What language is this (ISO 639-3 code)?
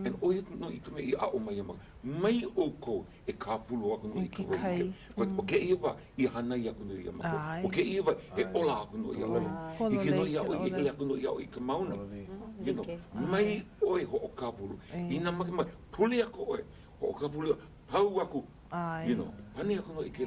haw